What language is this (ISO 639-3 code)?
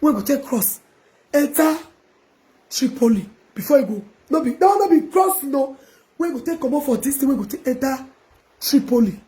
pcm